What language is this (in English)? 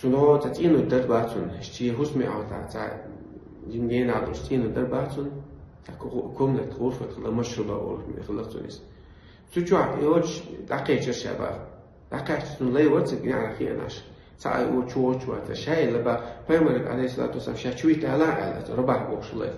Chechen